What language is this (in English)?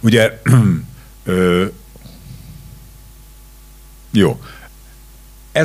Hungarian